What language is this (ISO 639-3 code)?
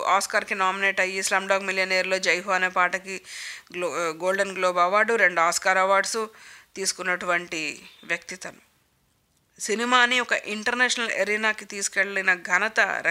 tel